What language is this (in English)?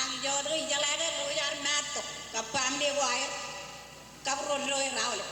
Marshallese